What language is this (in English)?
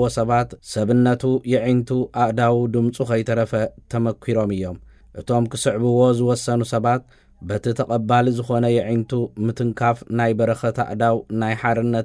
Tigrinya